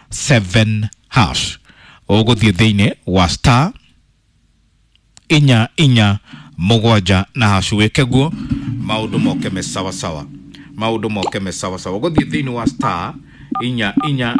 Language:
Kikuyu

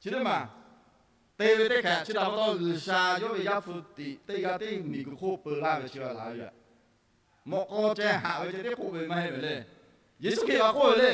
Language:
Lahu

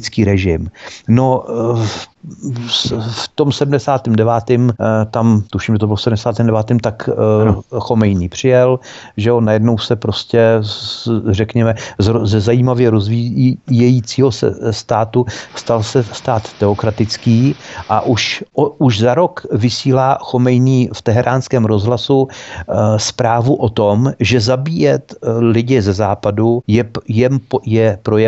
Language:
Czech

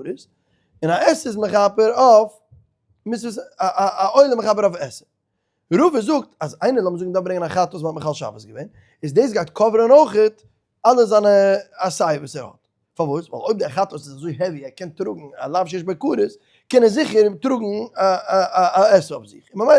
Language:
Yiddish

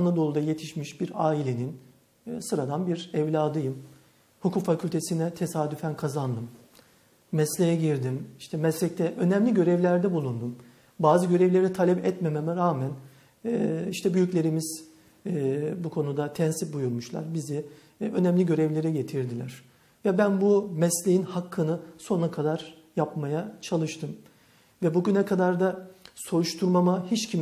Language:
Turkish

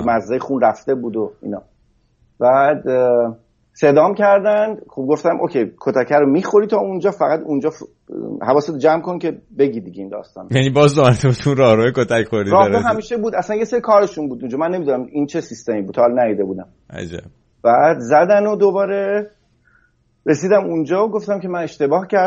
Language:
Persian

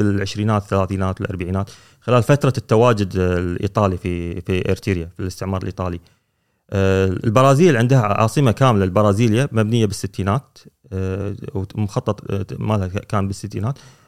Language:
Gulf Arabic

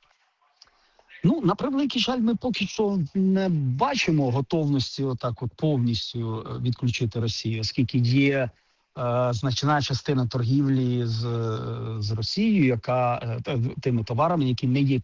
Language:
Ukrainian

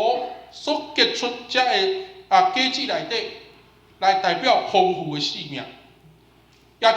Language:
Min Nan Chinese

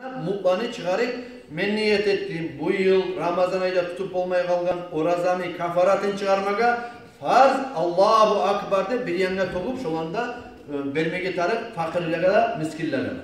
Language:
Kumyk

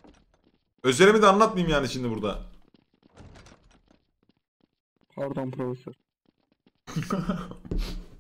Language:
Turkish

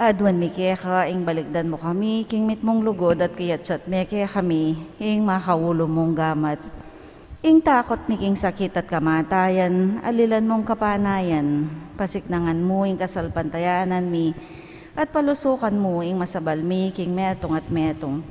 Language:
Pampanga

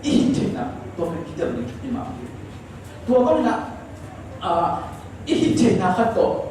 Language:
Tedim Chin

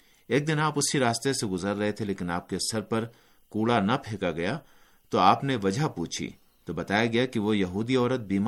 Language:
Urdu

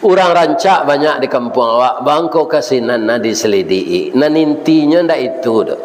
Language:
Minangkabau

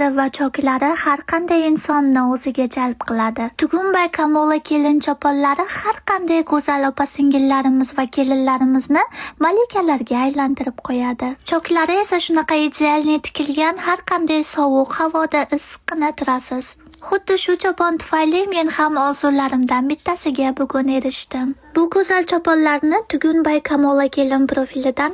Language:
Uzbek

